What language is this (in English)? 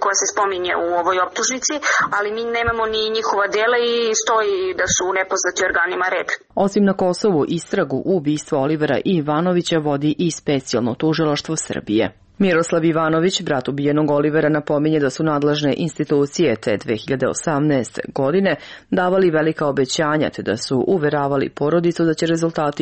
Serbian